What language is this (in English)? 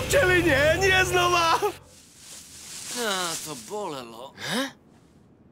Slovak